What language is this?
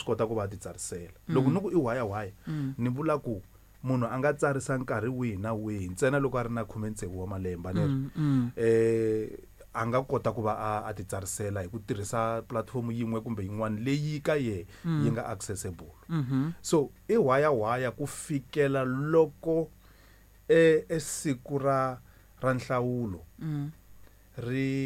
Tsonga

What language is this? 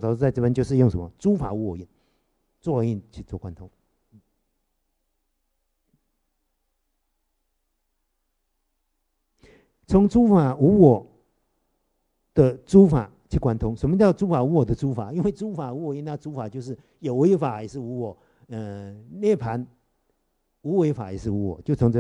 Chinese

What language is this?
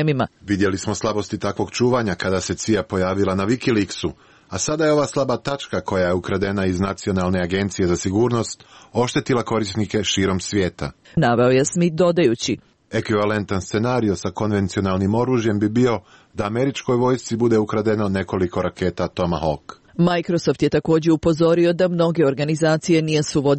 Serbian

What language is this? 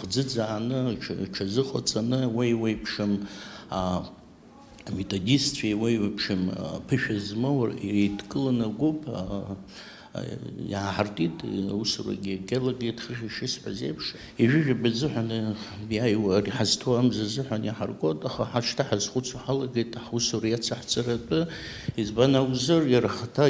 Abkhazian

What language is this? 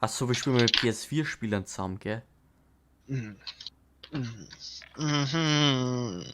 Bavarian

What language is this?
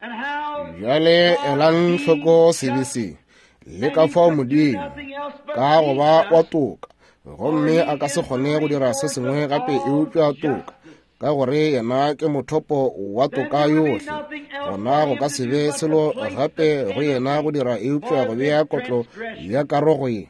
Northern Sotho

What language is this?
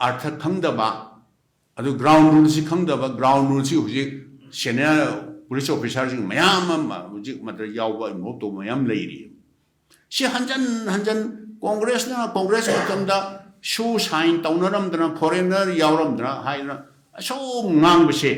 Manipuri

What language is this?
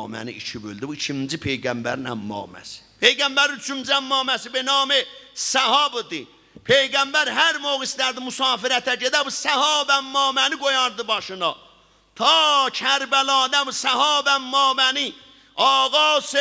South Azerbaijani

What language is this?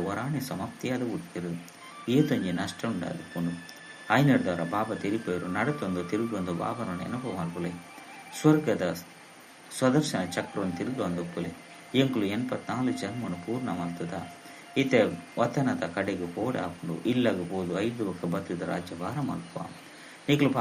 Tulu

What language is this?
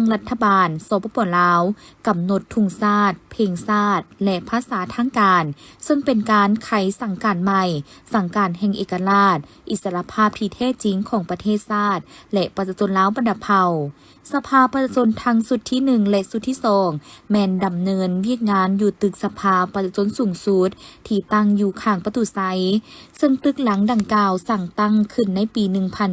Lao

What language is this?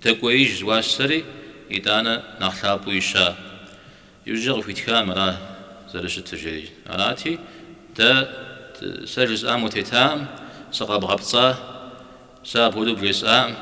Kabardian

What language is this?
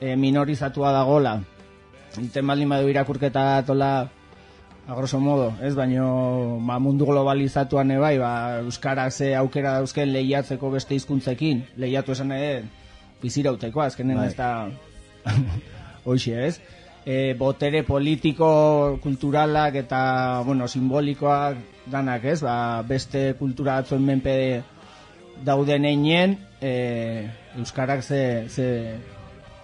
Basque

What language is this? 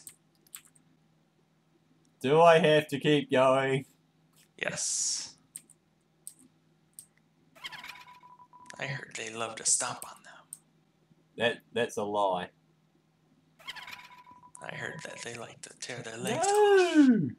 English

